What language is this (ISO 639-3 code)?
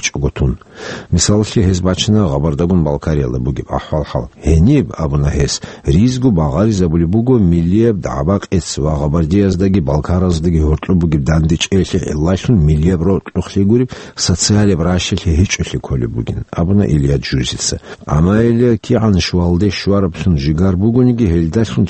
ava